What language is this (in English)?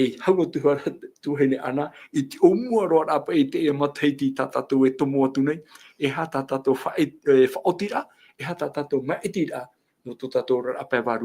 Tahitian